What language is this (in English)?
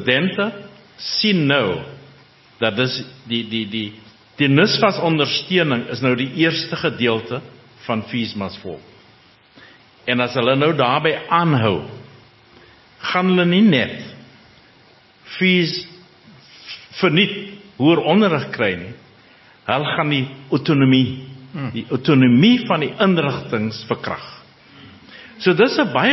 Afrikaans